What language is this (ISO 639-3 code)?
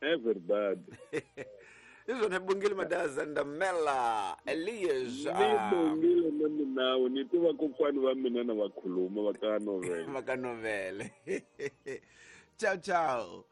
tso